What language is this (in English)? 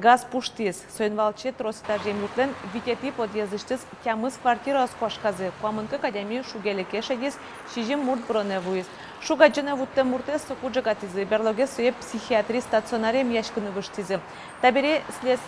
Udmurt